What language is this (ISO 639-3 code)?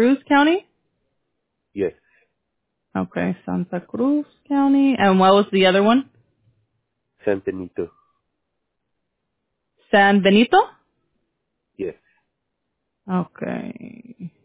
eng